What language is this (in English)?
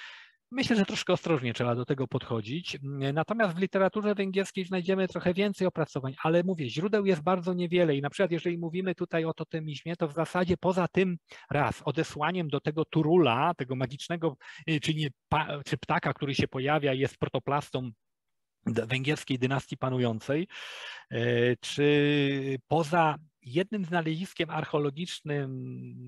Polish